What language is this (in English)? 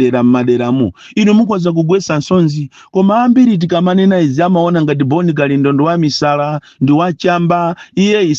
Nyanja